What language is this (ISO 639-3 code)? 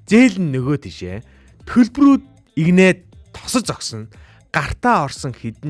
mon